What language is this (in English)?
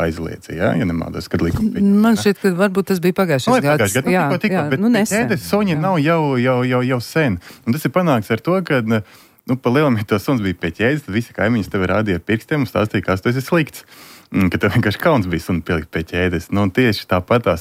Latvian